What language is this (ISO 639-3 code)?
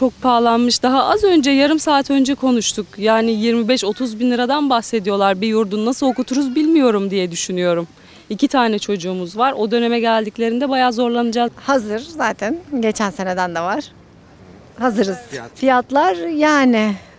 tur